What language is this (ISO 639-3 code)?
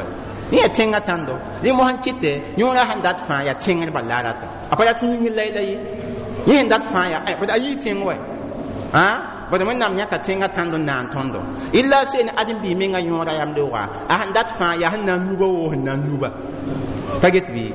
mos